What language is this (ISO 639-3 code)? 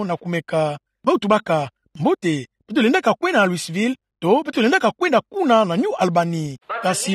ktu